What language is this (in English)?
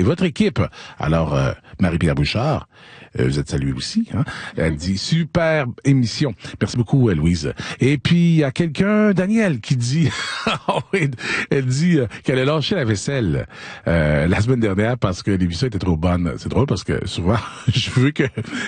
French